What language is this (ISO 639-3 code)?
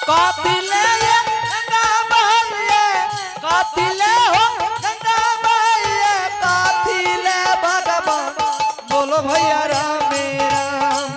anp